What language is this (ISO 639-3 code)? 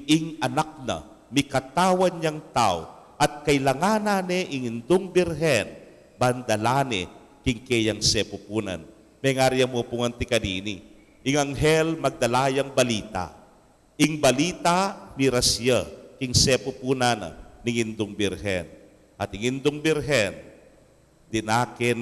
pam